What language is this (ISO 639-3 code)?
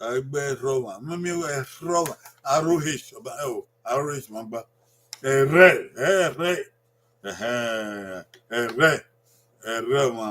bin